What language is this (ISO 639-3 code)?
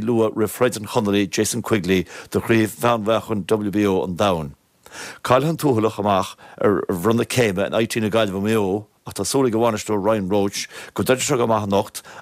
gle